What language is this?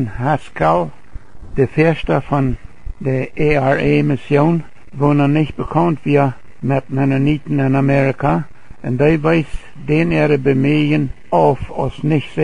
Plautdietsch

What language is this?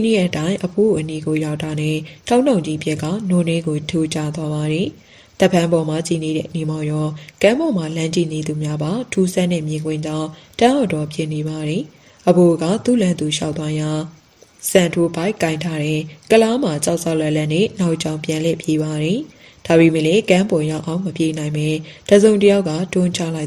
Burmese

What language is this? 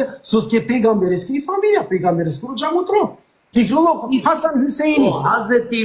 Balkan Romani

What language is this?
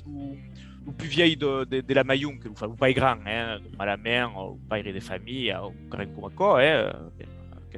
Occitan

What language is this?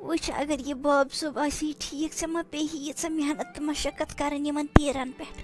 Kashmiri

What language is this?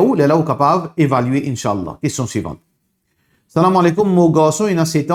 Morisyen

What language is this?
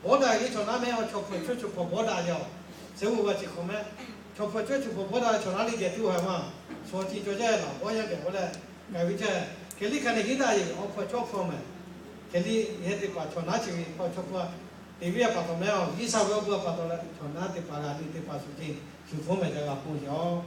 Lahu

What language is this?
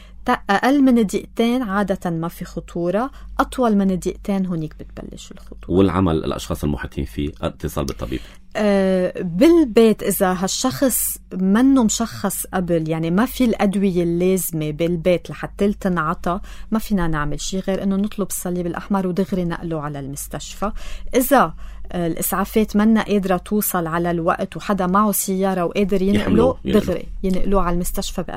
North Levantine Arabic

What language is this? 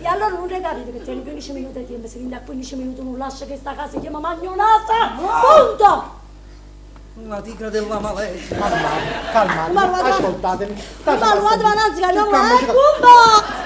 Neapolitan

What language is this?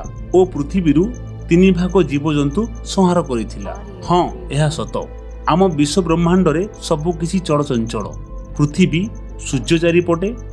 Odia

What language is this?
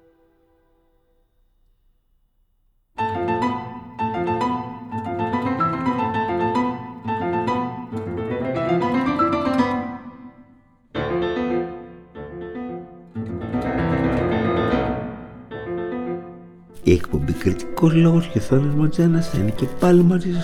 Greek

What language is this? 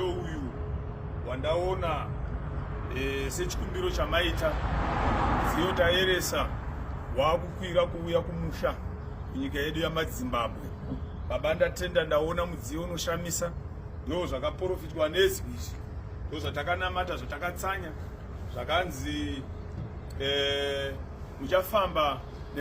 Shona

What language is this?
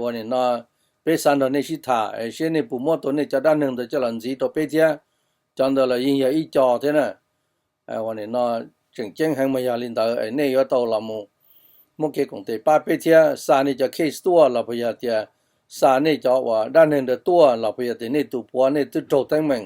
Hmong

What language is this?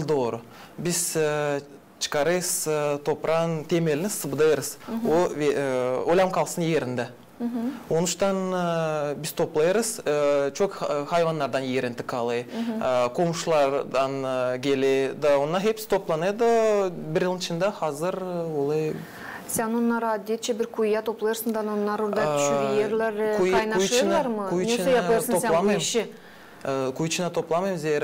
Gagauz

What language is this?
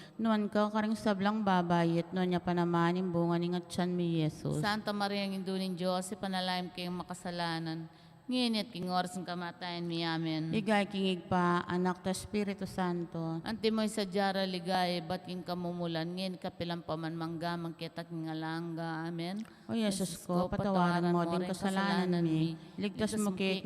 Pampanga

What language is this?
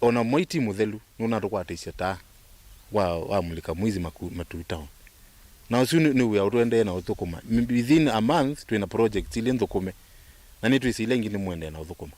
Kamba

